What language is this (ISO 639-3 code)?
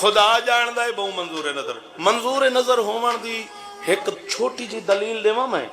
skr